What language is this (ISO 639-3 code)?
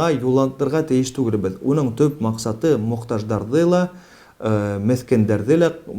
bak